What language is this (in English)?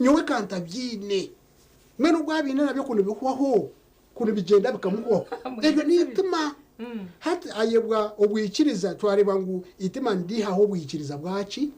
Nyankole